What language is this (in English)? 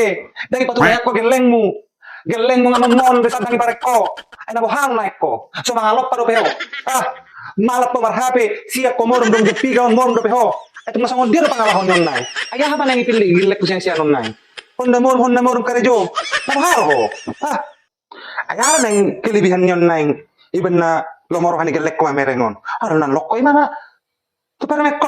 Batak Toba